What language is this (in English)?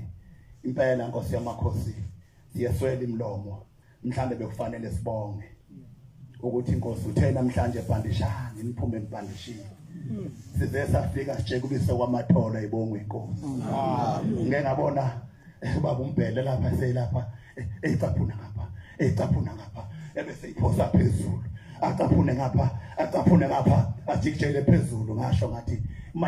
Zulu